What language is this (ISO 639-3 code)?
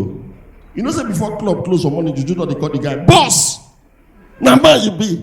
pcm